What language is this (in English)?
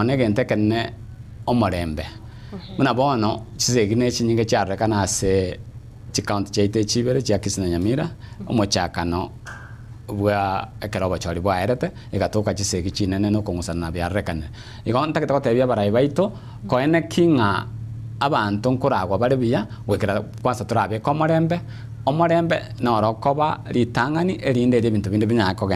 Gusii